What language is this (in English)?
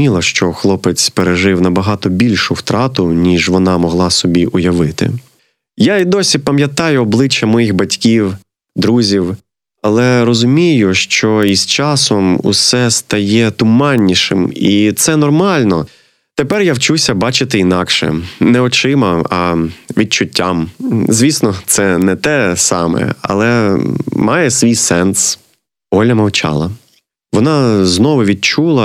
Ukrainian